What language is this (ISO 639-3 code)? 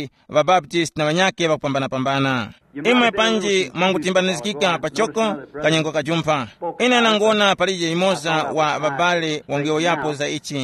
tum